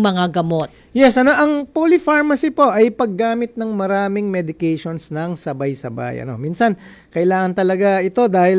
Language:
Filipino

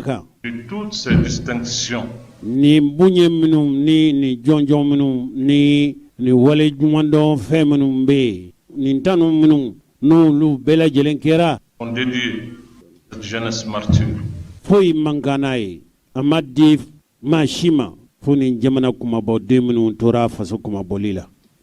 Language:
Bambara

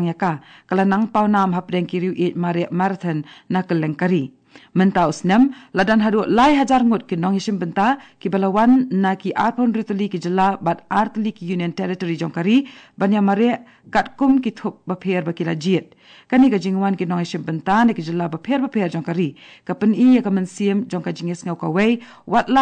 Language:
Khasi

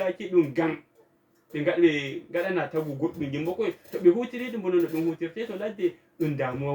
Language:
Fula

